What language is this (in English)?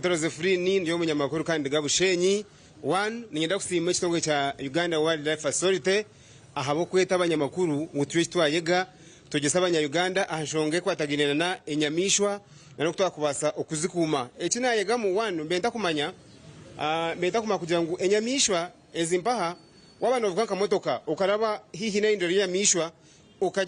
Nyankole